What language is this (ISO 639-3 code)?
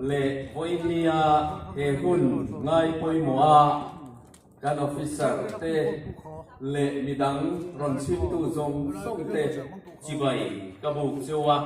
hmr